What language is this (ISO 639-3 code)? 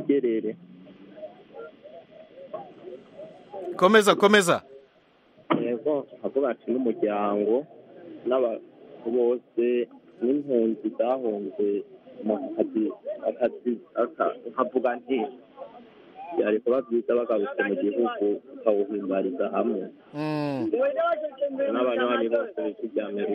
kin